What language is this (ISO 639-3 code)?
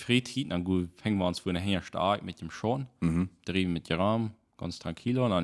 pdt